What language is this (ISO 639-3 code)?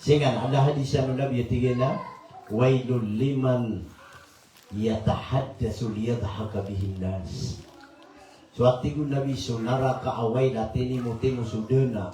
mrw